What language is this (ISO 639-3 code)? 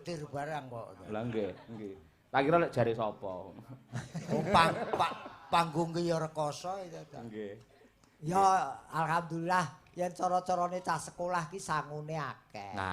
jav